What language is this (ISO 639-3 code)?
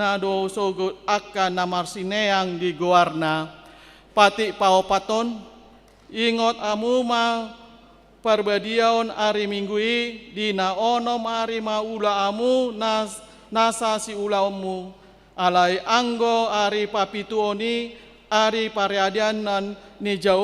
bbc